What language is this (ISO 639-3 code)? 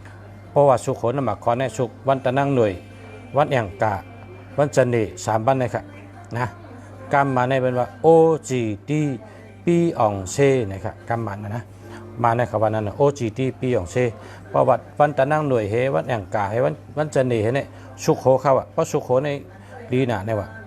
shn